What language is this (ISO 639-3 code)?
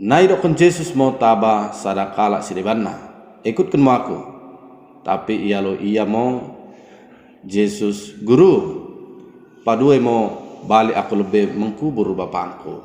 btd